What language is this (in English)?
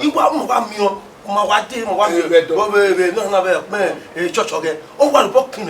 Bini